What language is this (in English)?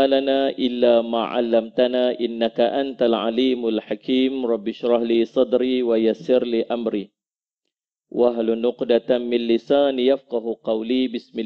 Malay